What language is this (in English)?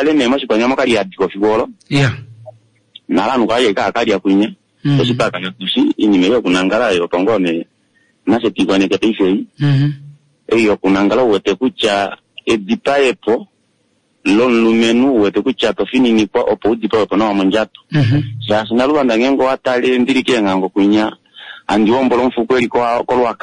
Kuanyama